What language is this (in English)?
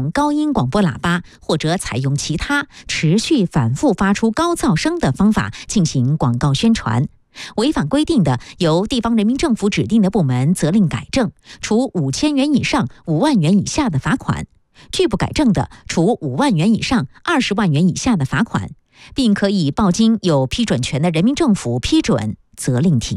Chinese